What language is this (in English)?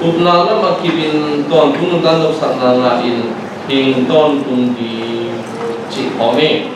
Tedim Chin